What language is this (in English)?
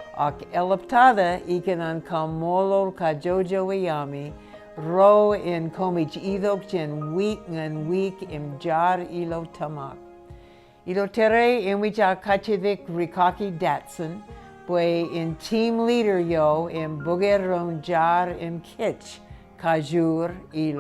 Marshallese